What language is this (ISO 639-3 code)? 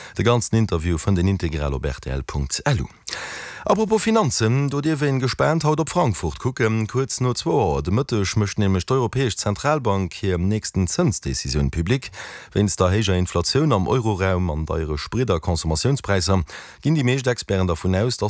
ltz